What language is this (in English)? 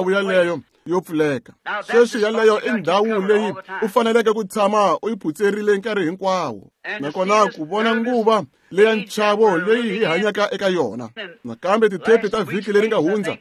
Tsonga